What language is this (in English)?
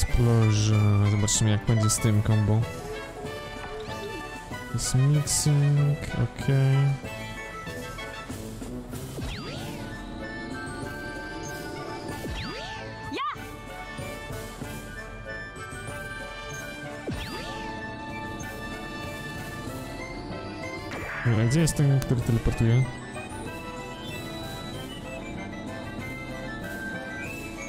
Polish